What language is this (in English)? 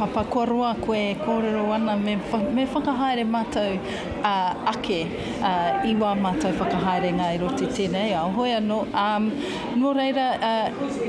Māori